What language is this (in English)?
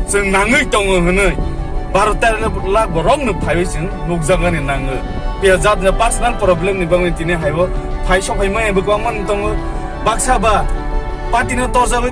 Kok Borok